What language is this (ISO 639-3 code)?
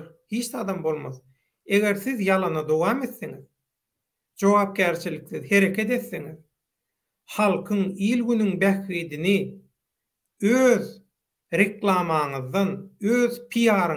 tuk